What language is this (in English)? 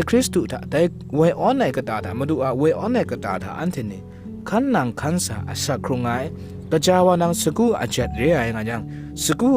Kachin